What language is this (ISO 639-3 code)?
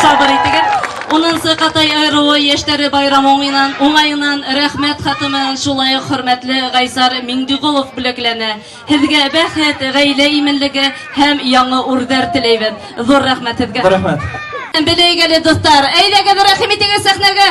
bak